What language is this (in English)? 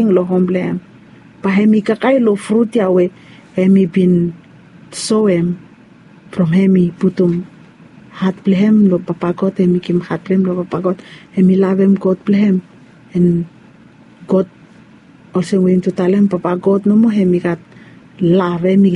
Bislama